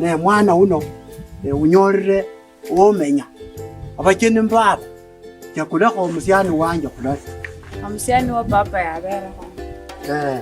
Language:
Kabras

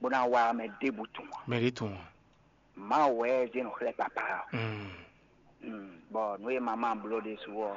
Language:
Fon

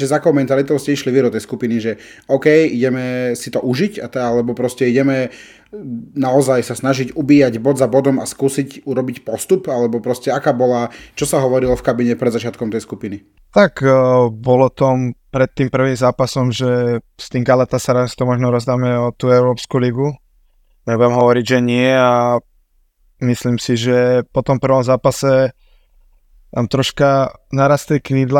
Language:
Slovak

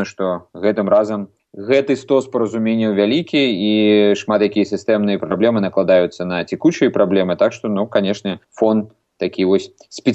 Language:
Belarusian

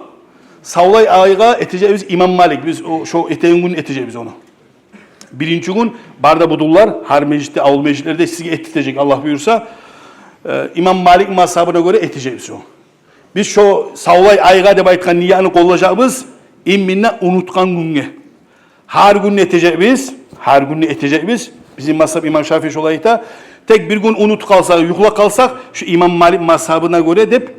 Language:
Kumyk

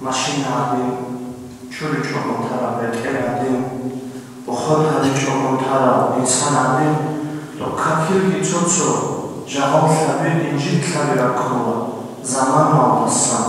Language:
Avaric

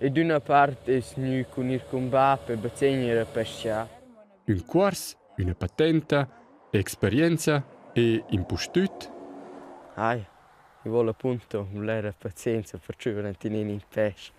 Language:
Romansh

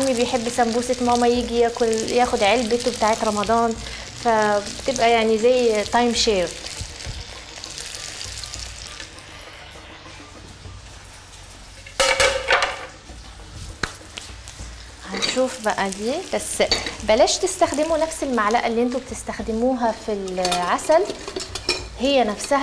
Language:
Egyptian Arabic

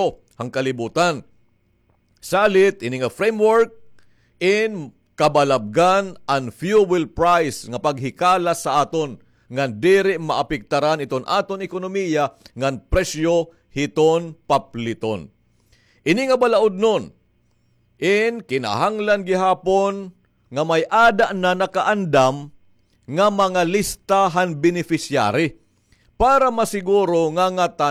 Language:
Waray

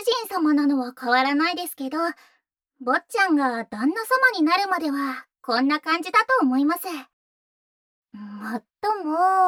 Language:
Japanese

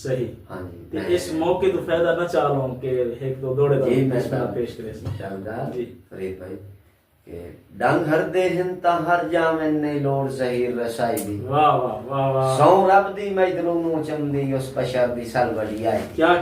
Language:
Saraiki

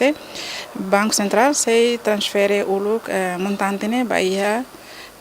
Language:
Tetum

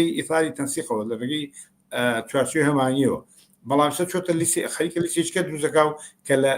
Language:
Central Kurdish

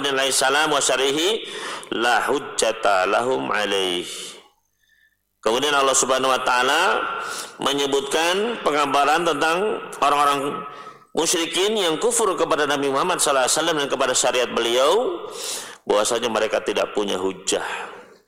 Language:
Indonesian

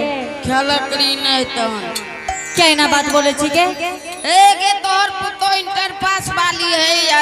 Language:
Angika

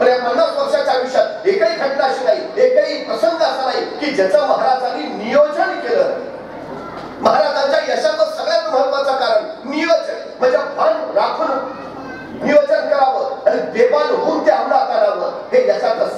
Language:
Marathi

